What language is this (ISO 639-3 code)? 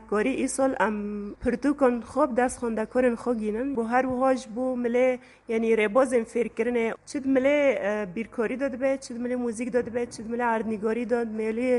kur